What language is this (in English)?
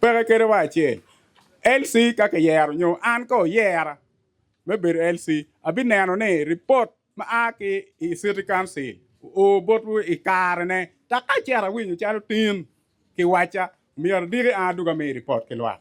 Acoli